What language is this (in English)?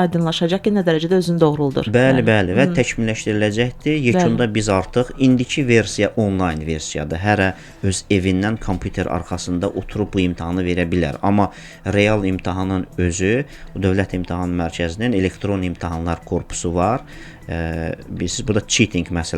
Azerbaijani